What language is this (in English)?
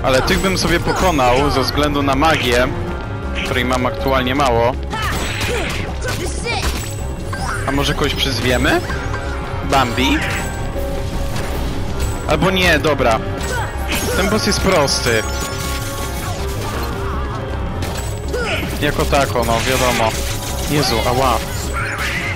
Polish